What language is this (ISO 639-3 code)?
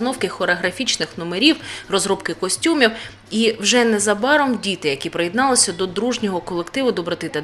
ukr